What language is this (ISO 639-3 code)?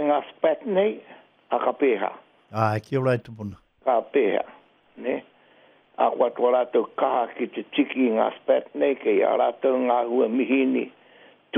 mri